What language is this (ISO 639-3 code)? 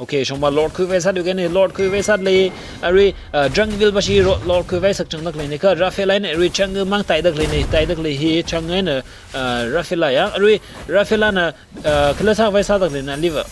nmf